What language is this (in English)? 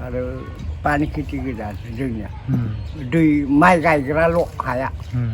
Bodo